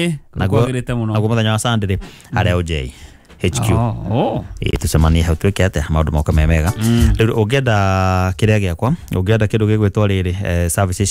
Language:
Kikuyu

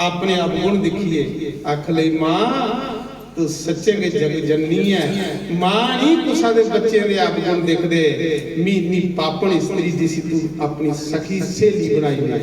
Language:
Dogri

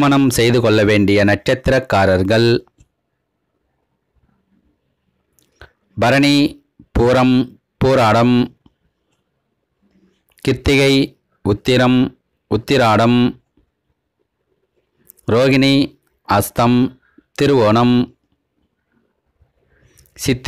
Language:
Tamil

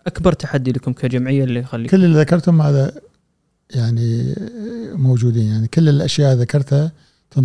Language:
Gulf Arabic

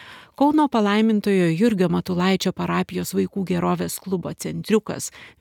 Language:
Lithuanian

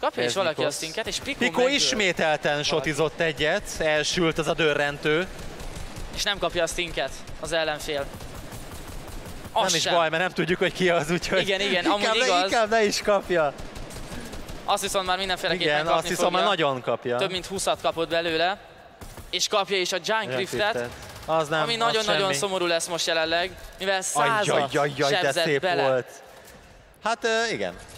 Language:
Hungarian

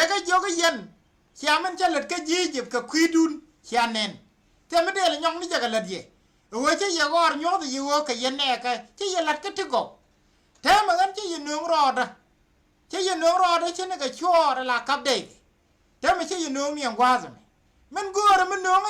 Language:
Nuer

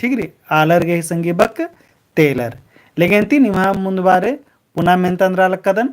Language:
Kurukh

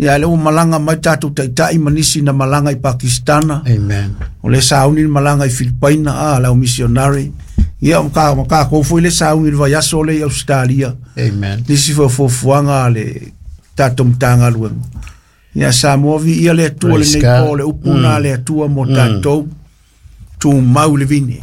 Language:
Samoan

